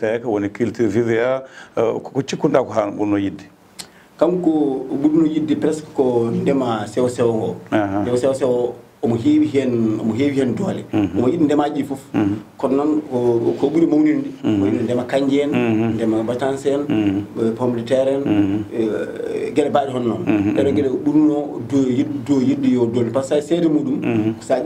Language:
Fula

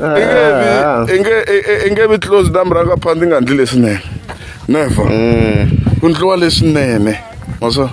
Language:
Tsonga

